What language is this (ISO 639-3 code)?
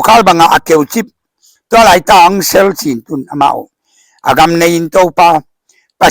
ctd